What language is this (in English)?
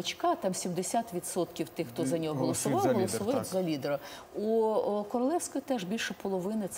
Ukrainian